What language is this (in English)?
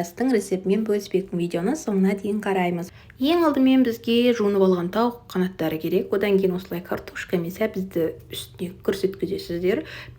Kazakh